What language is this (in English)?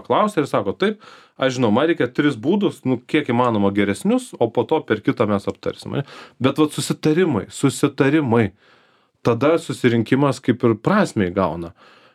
Lithuanian